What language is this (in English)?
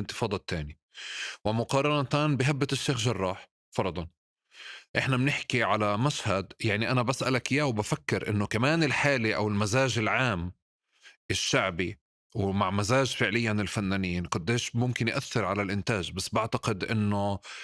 North Levantine Arabic